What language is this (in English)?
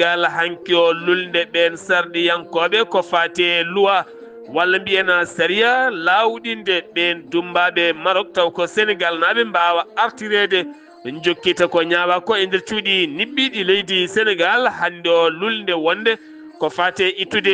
Fula